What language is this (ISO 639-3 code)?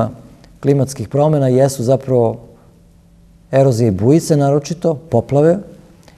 srp